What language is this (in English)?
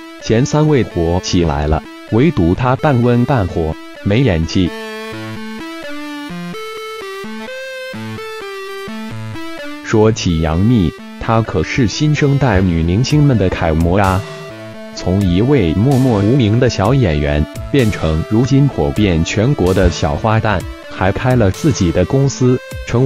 Chinese